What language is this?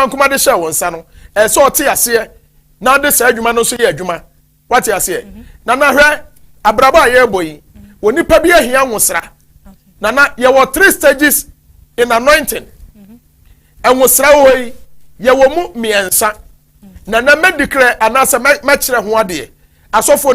Akan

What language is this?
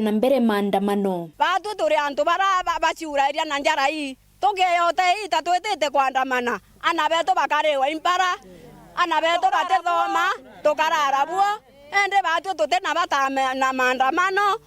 Meru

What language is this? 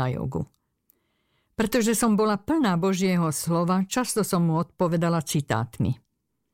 Slovak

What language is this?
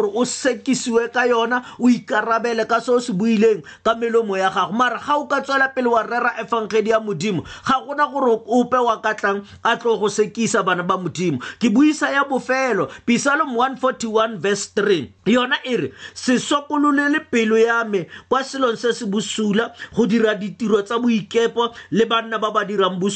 Tswana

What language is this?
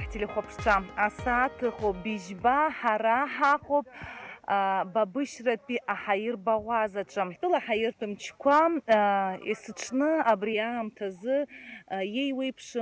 Abkhazian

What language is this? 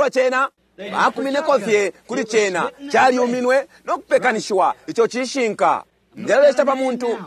Bemba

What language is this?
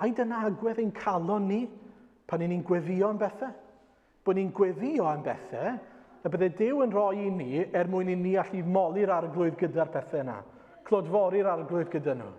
Welsh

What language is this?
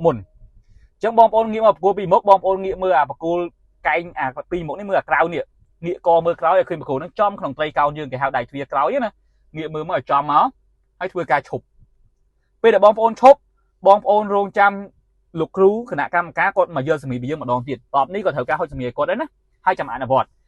Khmer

